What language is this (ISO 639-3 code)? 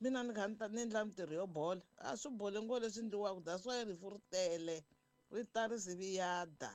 tso